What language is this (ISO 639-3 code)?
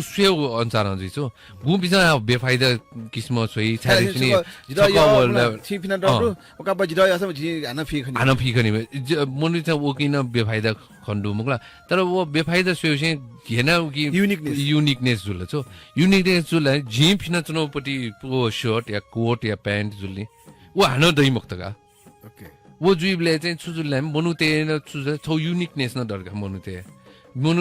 new